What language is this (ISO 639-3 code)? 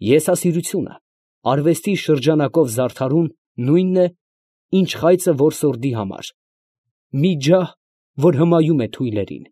hye